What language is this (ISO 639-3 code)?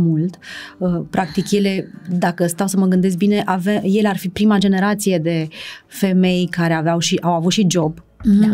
ron